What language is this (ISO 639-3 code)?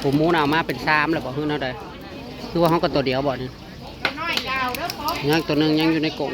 tts